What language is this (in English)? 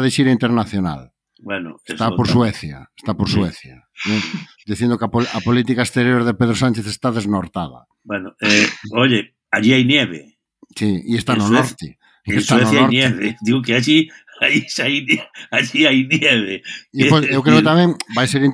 Galician